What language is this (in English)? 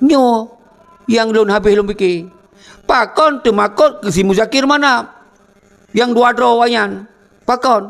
Achinese